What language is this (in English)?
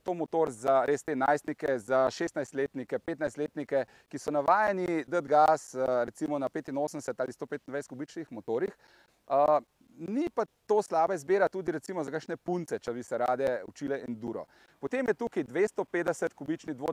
Slovenian